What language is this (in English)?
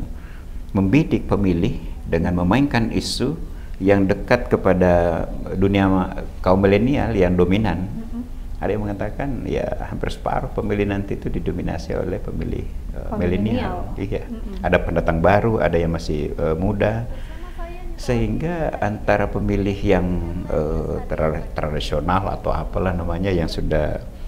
Indonesian